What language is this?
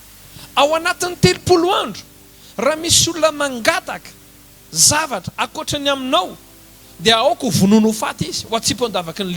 Malagasy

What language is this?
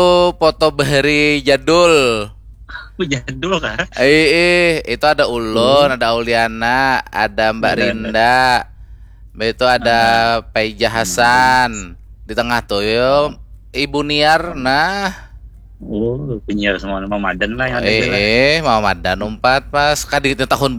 Banjar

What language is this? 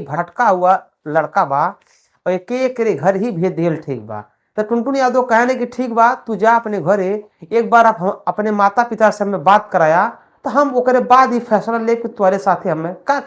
Bhojpuri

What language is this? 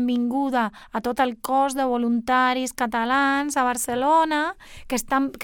Catalan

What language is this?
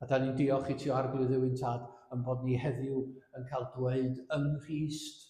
Welsh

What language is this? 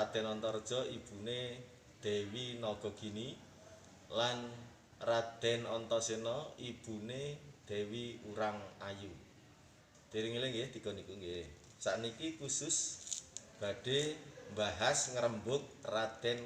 Javanese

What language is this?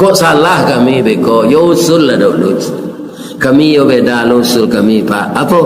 Minangkabau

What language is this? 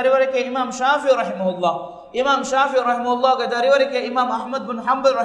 Divehi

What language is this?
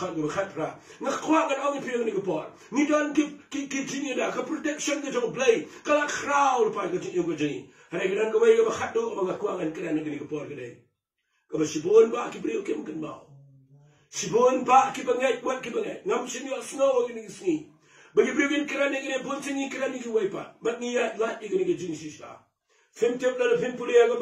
Khasi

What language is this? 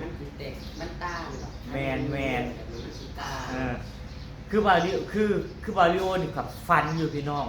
Northeastern Thai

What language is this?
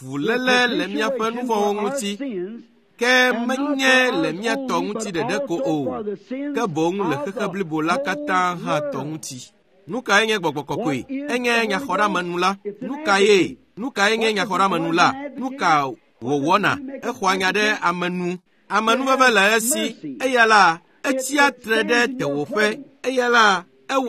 Ewe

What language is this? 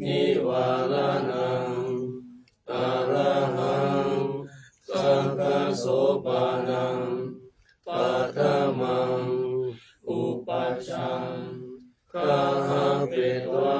Pali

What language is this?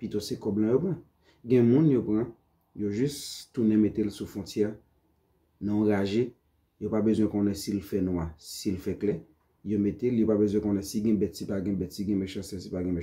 Haitian Creole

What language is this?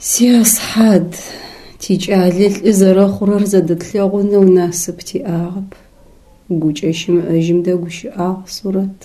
Adyghe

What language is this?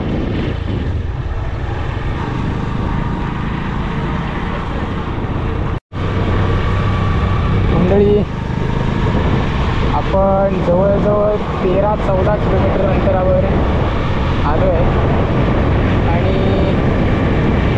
Marathi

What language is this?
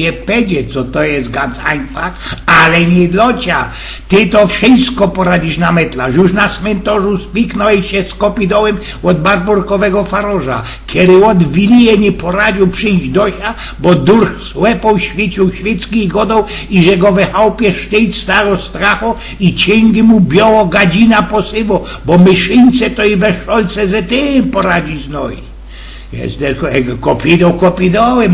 Silesian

